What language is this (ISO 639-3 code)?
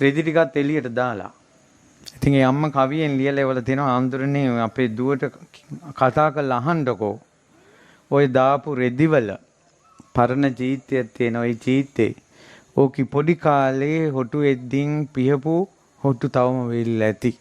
sin